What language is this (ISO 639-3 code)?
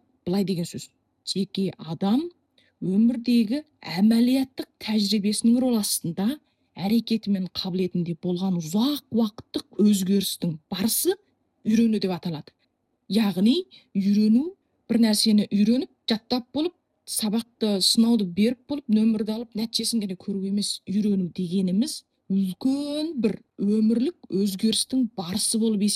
kaz